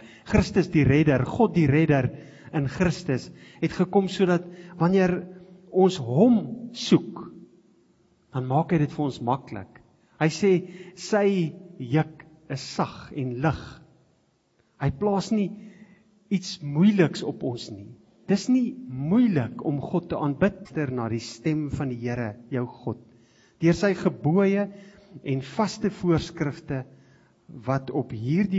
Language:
Afrikaans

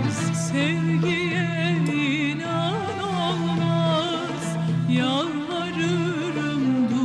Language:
Turkish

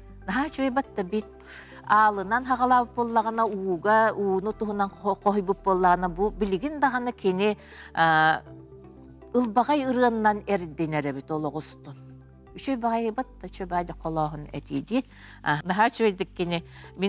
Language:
Yakut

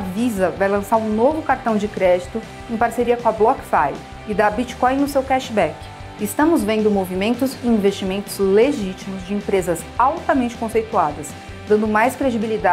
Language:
Portuguese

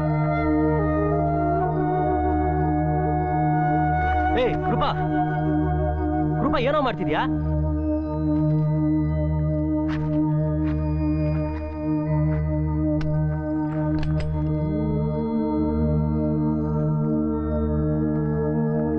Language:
Kannada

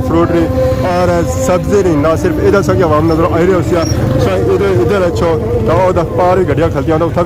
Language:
Pahari-Potwari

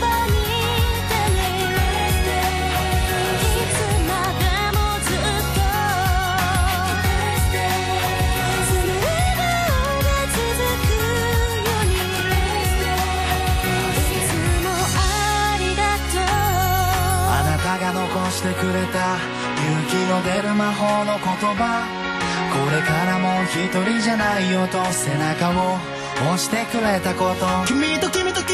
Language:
Japanese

